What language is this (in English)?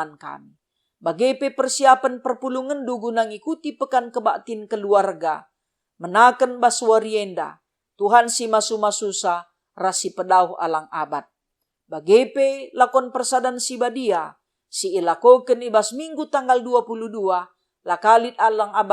Batak Karo